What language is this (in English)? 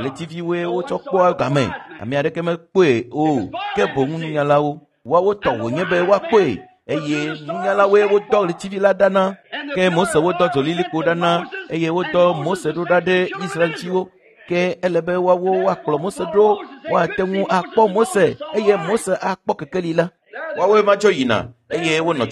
Ewe